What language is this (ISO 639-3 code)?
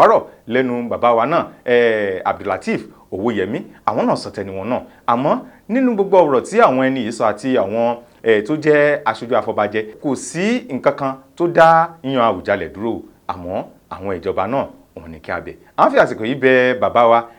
yor